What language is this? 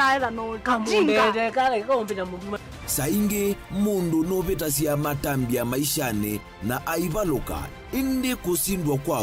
Kamba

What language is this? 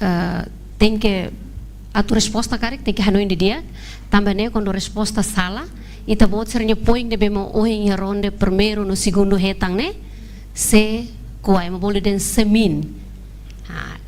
Tetum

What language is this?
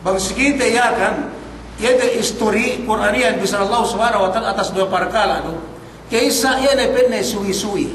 Yakan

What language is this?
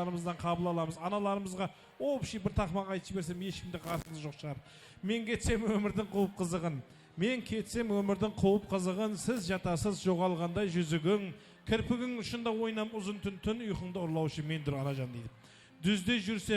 Kara-Kalpak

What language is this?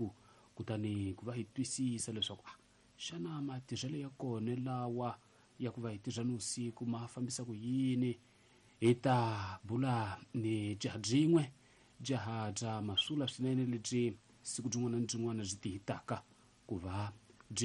Tsonga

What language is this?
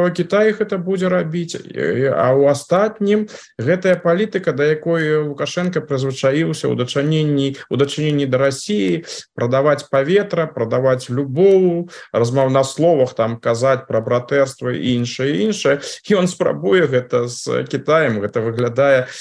Belarusian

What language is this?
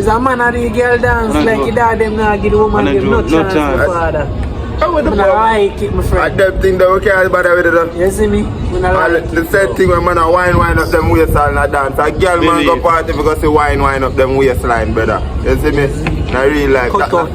Jamaican Creole English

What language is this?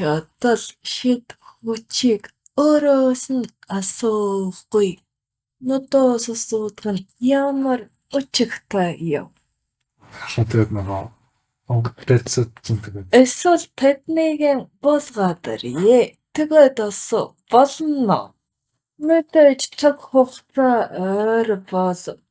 Mongolian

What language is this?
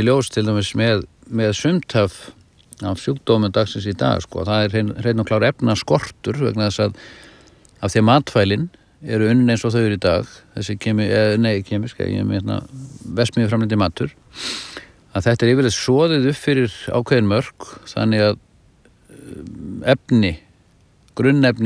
Icelandic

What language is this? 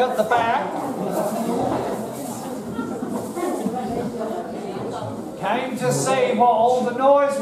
English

